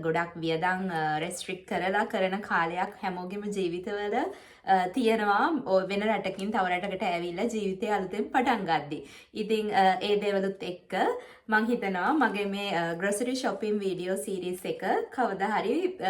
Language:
Sinhala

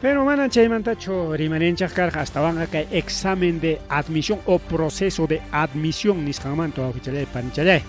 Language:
Ayacucho Quechua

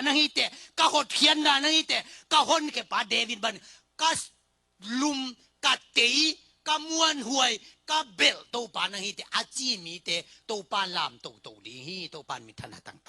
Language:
Tedim Chin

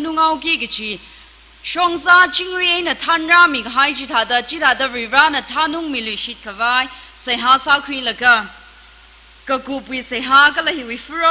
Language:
Tangkhul Naga (India)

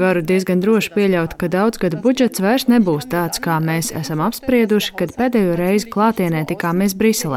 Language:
Latvian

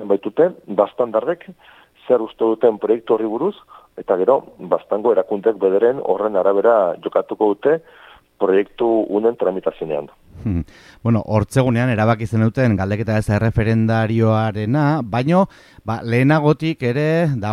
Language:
Basque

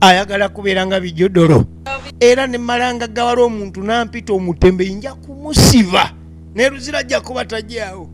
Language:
Ganda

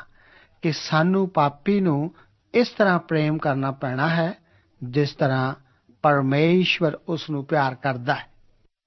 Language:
Punjabi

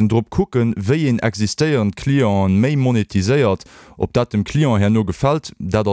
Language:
Luxembourgish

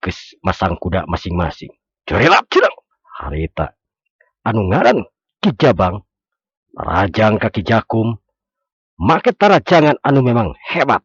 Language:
Sundanese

